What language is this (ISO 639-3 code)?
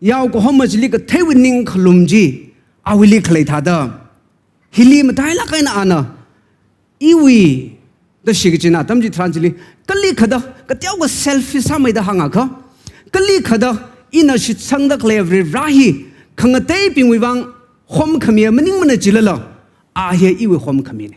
nmf